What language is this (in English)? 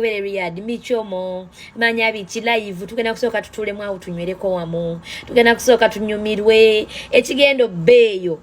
Ganda